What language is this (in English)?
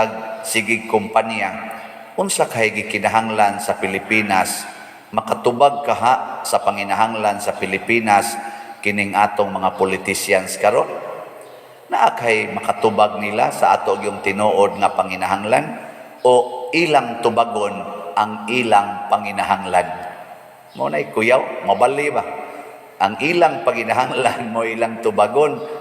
Cebuano